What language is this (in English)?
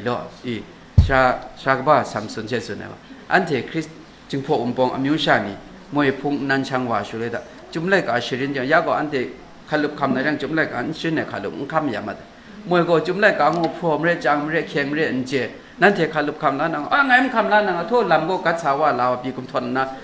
Kachin